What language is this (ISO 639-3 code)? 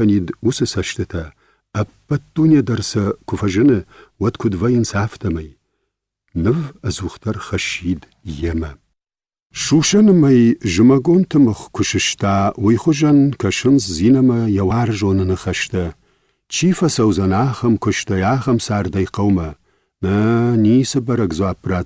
oss